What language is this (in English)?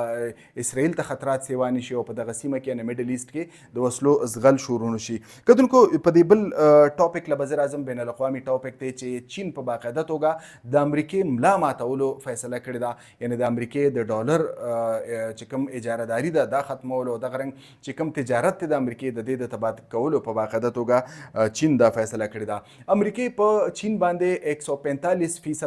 Pashto